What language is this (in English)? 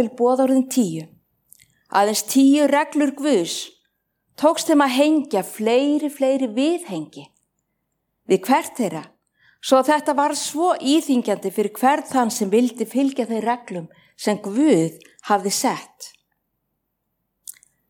Icelandic